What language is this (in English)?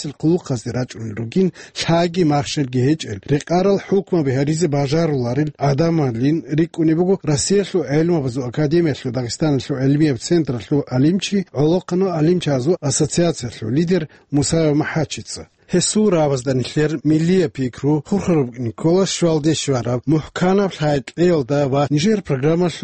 Avaric